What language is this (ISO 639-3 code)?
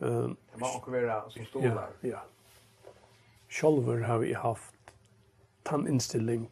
fao